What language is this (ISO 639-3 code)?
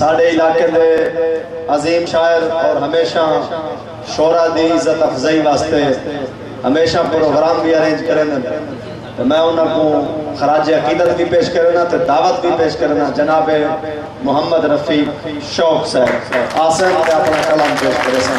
skr